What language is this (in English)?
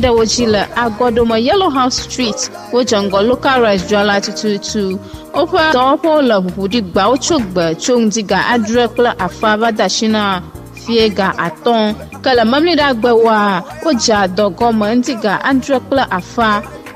Ewe